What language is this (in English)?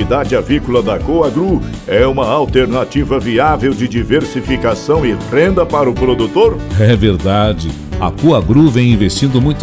Portuguese